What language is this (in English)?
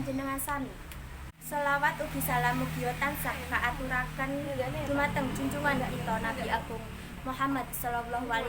Javanese